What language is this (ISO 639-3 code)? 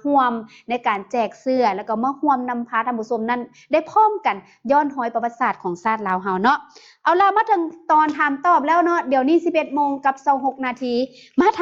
lao